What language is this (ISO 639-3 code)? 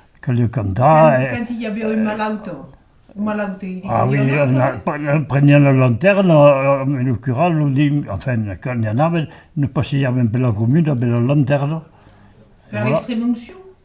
oci